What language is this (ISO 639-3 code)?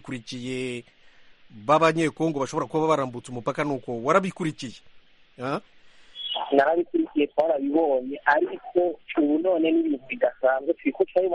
kin